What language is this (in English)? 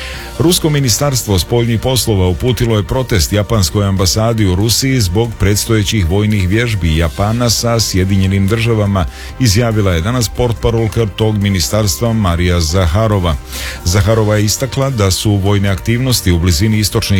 Serbian